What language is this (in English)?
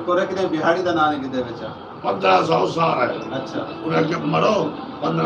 Saraiki